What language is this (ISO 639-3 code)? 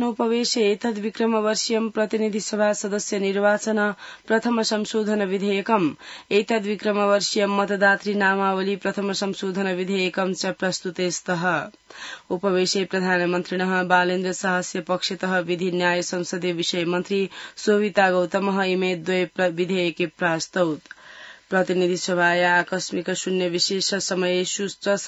san